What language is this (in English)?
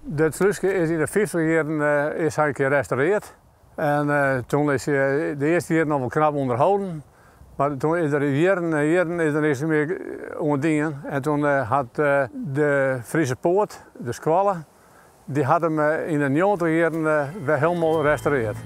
Western Frisian